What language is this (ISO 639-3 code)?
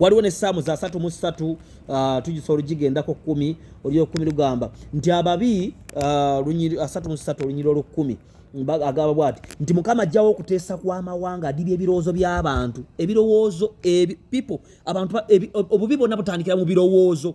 lug